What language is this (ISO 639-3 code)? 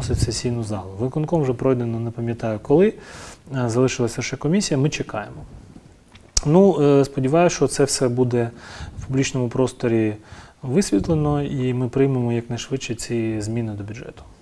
ukr